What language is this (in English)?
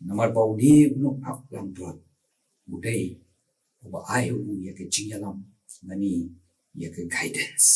Khasi